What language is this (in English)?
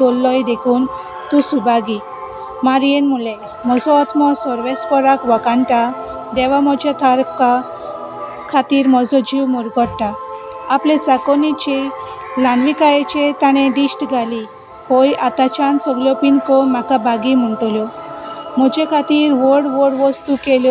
Konkani